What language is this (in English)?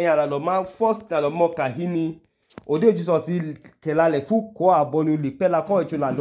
Idoma